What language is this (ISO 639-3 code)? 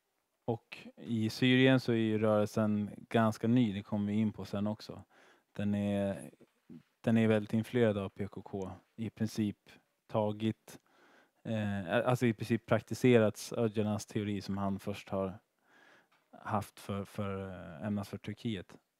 swe